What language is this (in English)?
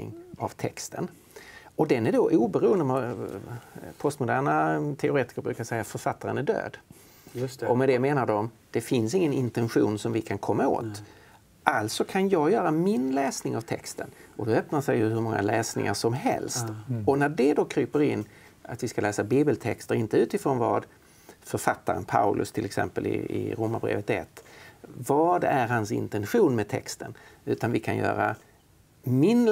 Swedish